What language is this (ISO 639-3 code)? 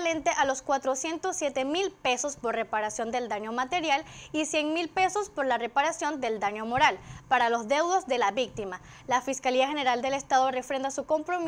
spa